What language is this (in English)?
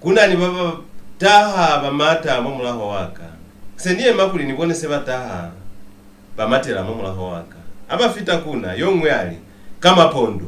Lozi